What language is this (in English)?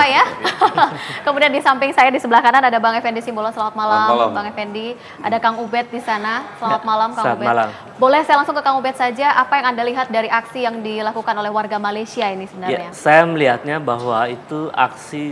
Indonesian